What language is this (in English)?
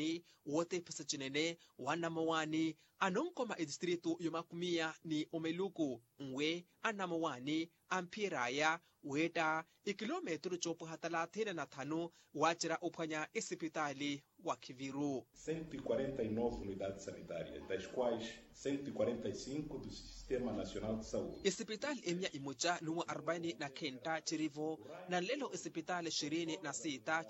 Makhuwa